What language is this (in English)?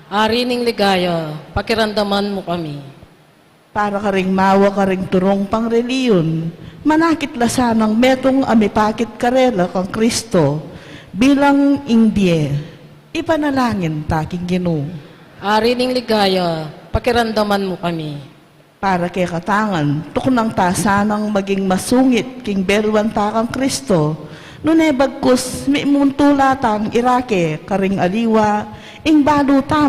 Pampanga